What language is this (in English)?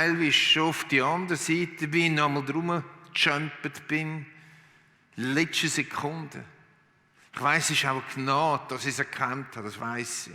Swiss German